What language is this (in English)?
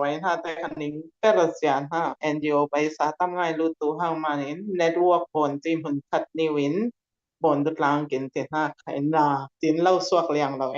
Falam Chin